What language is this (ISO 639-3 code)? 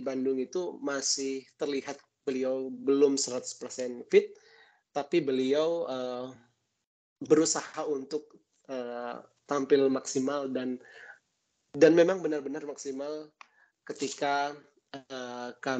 ind